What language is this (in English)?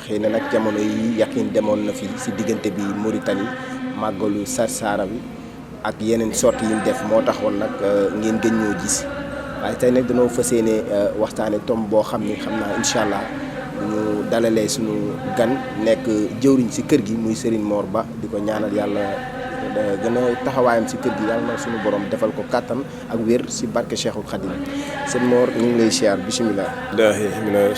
Wolof